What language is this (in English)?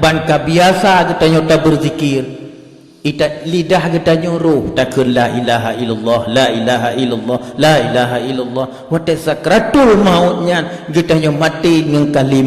Achinese